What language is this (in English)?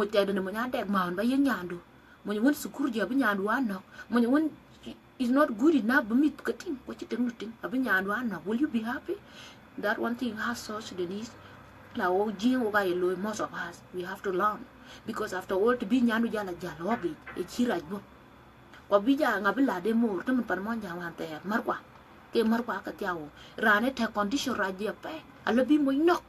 Dinka